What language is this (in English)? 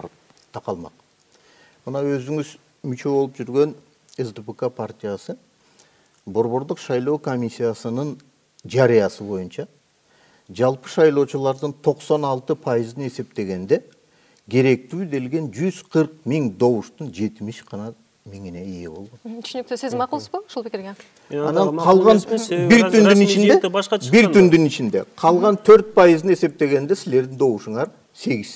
Kyrgyz